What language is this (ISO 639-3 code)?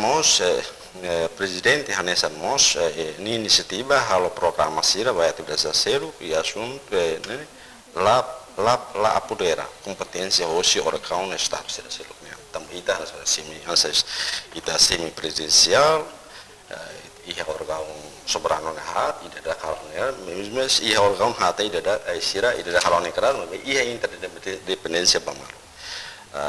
tet